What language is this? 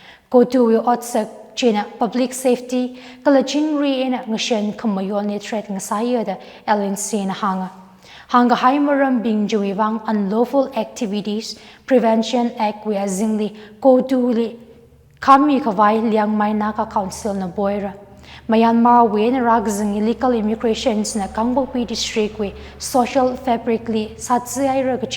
Tangkhul Naga (India)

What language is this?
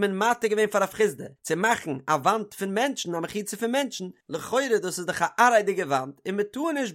Yiddish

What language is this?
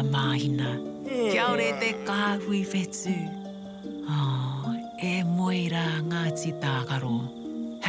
Māori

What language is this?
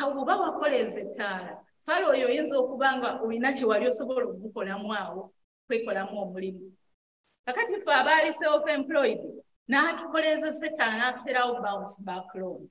Ganda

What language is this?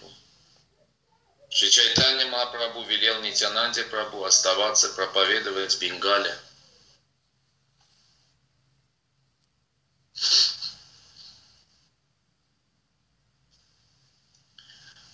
Russian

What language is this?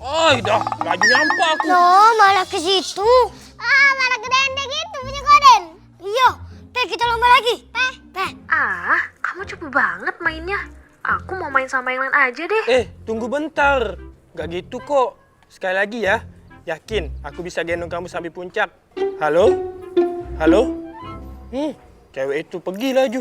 Musi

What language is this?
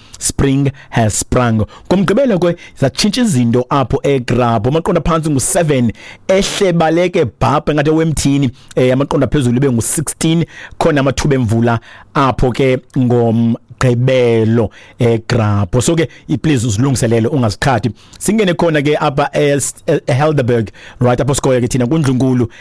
Xhosa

